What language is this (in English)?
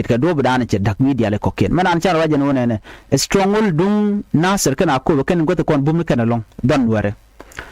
Nuer